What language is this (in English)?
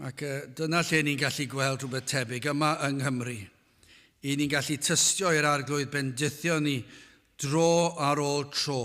Welsh